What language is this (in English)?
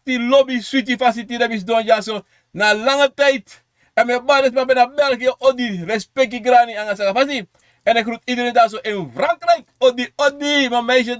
Sranan Tongo